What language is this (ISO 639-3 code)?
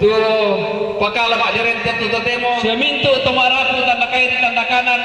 sda